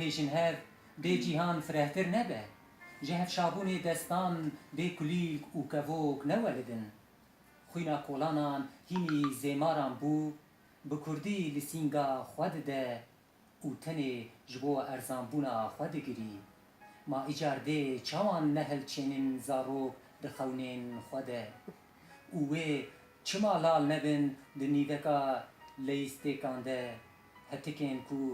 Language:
Kurdish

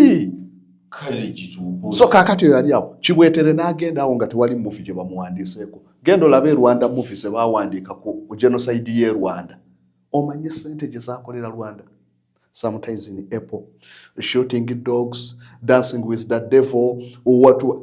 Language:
Ganda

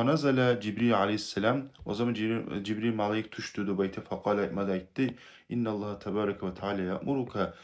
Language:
Kumyk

